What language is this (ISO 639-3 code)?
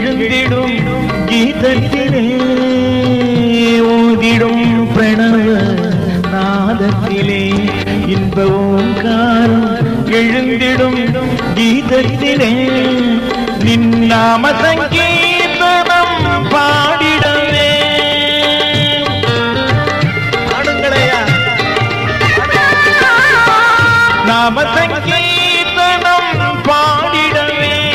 tam